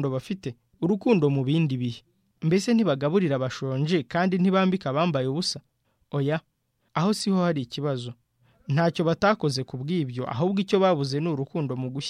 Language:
Kinyarwanda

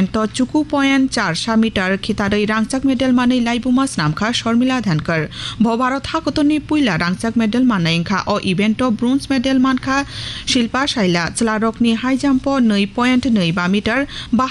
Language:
Kok Borok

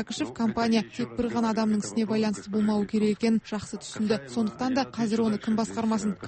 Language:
Kazakh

